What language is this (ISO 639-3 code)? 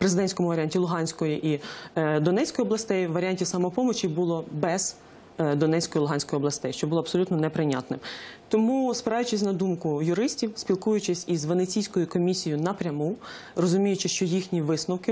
ukr